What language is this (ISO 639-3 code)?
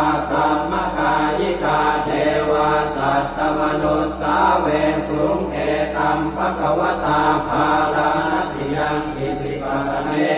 pli